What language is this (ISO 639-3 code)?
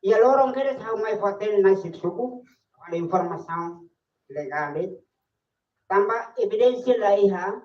tet